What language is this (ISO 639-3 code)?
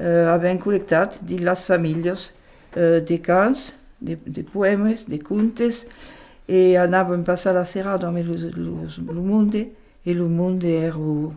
oci